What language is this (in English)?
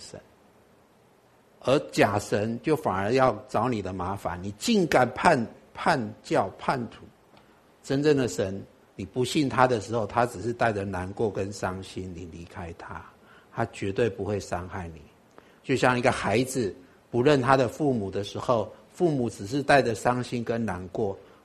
Chinese